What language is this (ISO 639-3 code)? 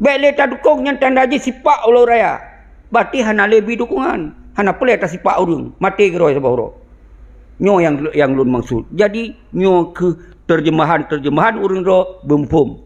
ace